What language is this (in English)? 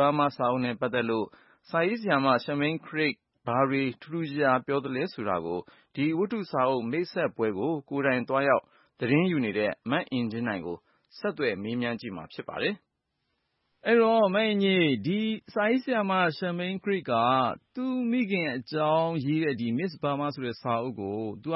Burmese